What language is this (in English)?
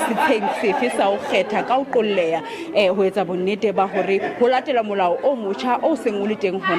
Southern Sotho